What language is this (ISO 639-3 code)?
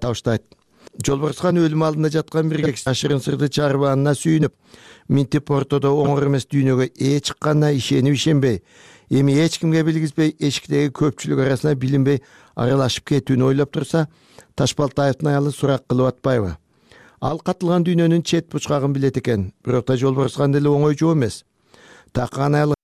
kir